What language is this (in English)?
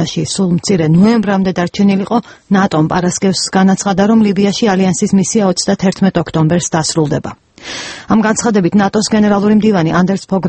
Georgian